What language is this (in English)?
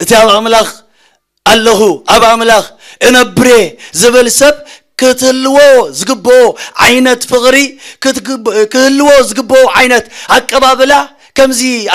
Tigrinya